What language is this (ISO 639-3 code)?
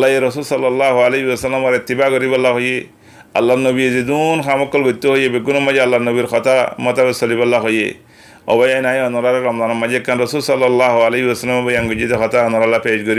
rhg